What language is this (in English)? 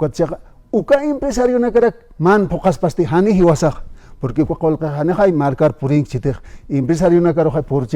Aymara